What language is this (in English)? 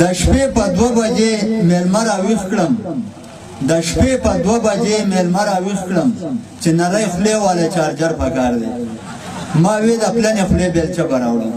Pashto